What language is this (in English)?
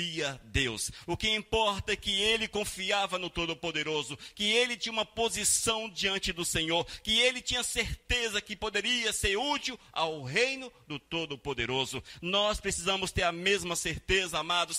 Portuguese